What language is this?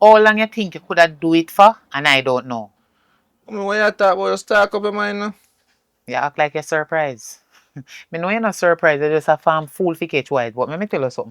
Jamaican Creole English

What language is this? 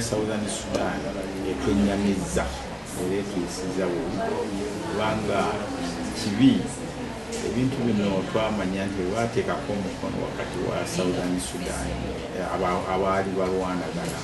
Ganda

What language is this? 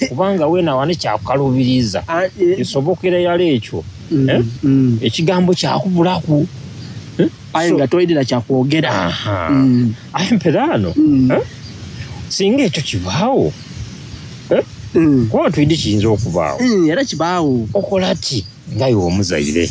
Soga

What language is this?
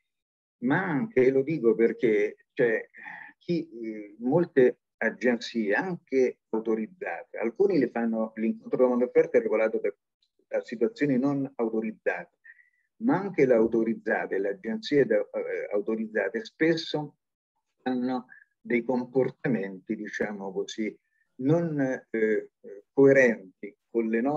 Italian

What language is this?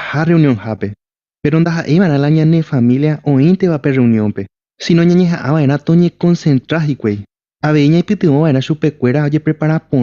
Guarani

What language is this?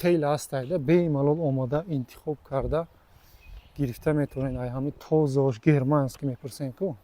Tajik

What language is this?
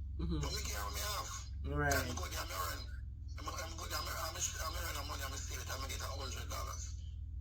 Jamaican Creole English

